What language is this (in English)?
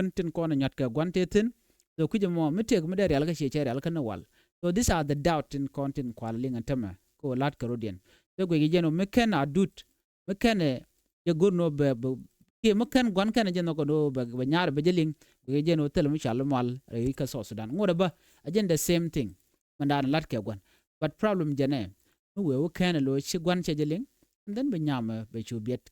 Nuer